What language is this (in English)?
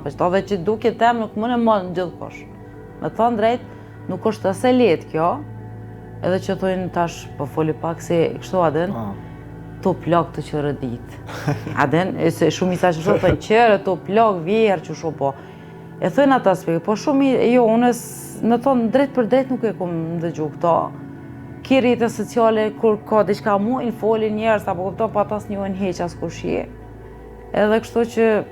Albanian